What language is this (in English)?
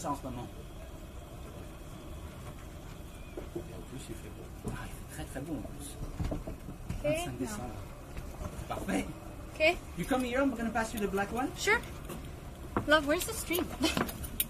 English